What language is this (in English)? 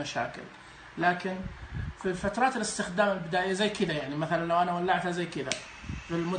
Najdi Arabic